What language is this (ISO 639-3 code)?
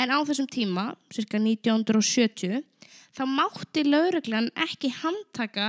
isl